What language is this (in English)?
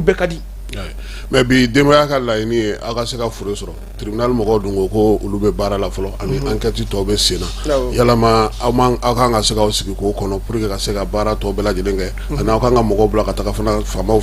Bambara